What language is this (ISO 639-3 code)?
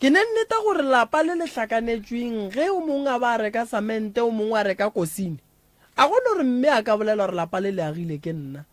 nso